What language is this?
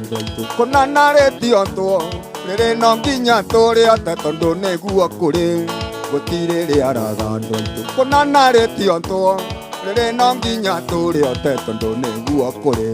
Kikuyu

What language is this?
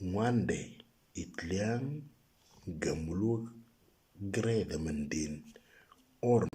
Moro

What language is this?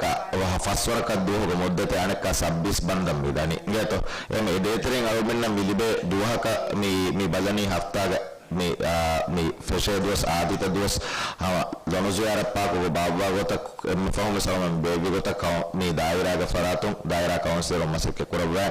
Divehi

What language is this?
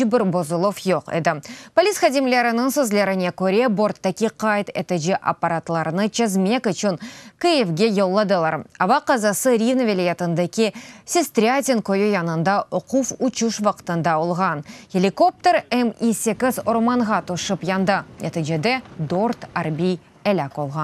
Crimean Tatar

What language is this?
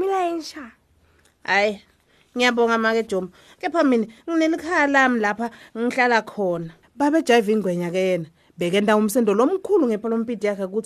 Swati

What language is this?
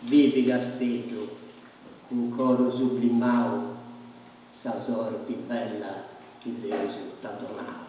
Sardinian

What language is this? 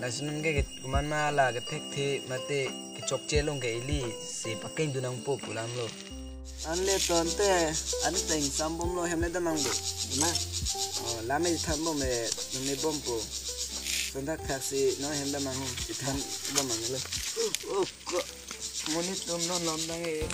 Karbi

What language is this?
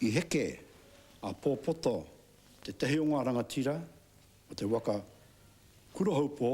Māori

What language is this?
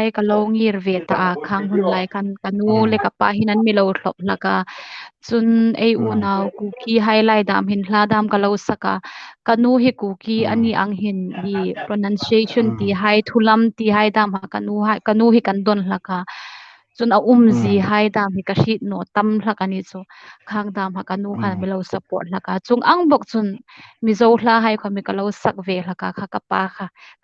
Hmar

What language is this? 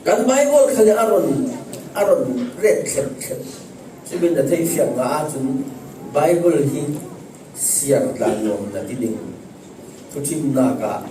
Falam Chin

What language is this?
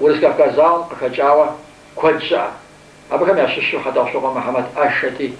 Kabardian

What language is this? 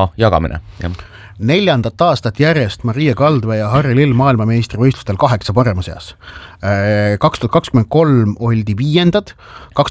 Estonian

